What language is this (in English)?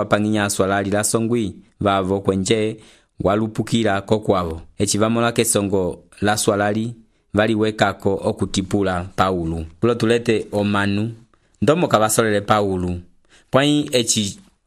Umbundu